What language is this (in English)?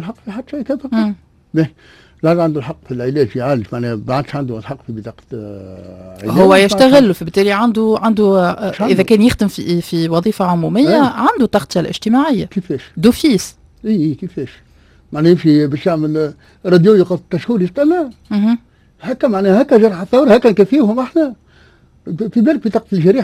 Tunisian Arabic